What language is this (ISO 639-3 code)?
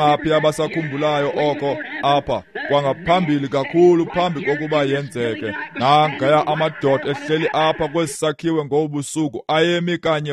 xho